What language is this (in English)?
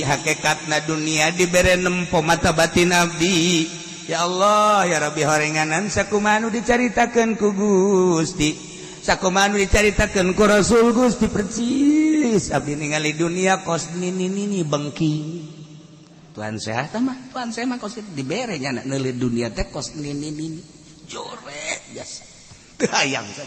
Sundanese